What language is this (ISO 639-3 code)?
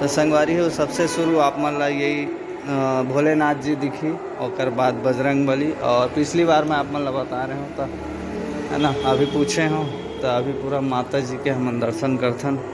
hne